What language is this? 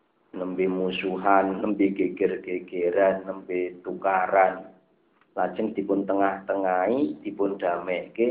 Javanese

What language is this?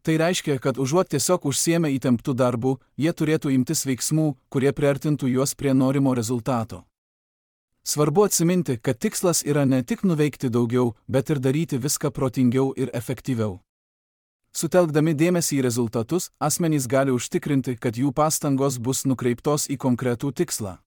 Lithuanian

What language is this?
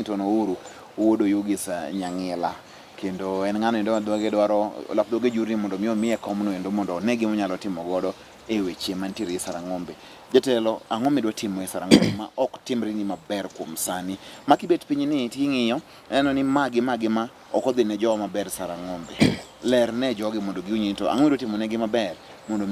Luo (Kenya and Tanzania)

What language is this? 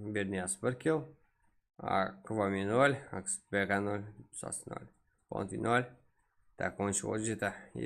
Kara-Kalpak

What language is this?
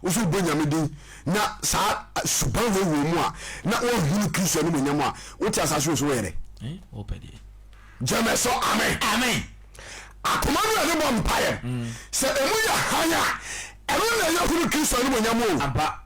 Akan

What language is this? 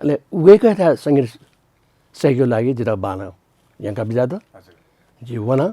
Newari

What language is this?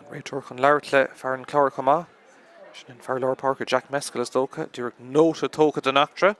Irish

